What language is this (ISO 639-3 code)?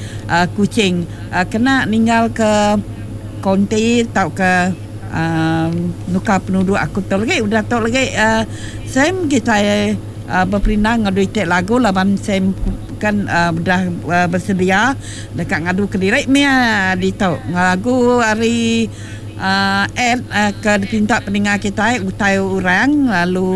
iba